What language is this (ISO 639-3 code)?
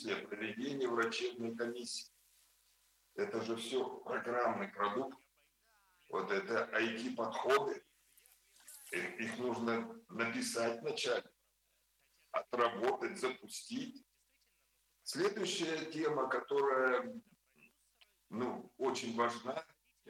rus